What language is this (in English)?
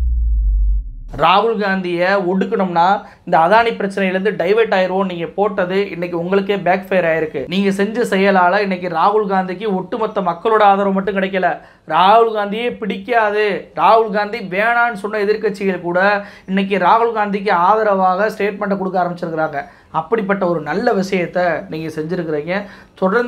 Tamil